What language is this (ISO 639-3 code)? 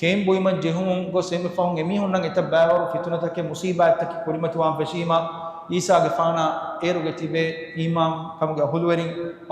div